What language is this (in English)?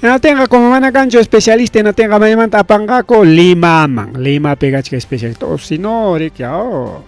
Ayacucho Quechua